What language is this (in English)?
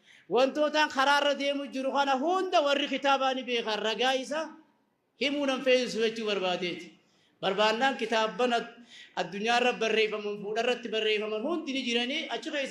Oromo